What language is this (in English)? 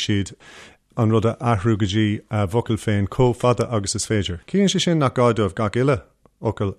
Irish